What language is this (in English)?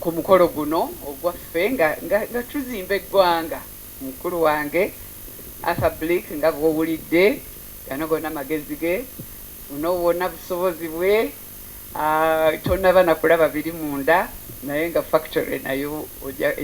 Ganda